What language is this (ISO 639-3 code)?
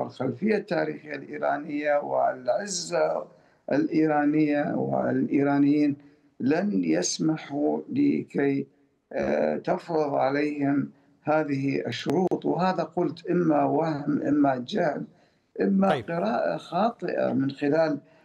ara